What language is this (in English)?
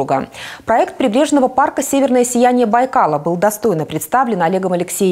Russian